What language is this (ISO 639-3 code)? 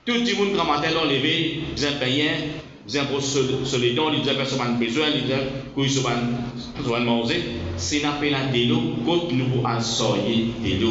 mfe